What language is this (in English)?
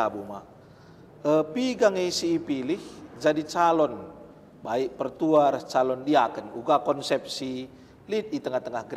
Batak Karo